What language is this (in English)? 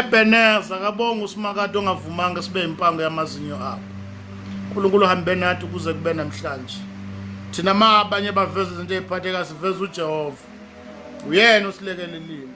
Zulu